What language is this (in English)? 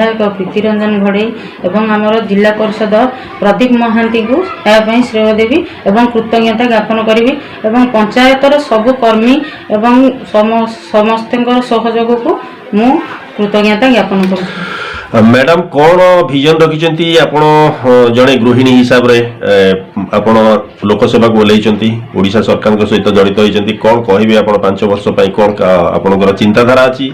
Odia